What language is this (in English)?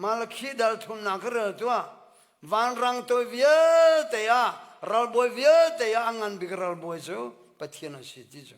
Hakha Chin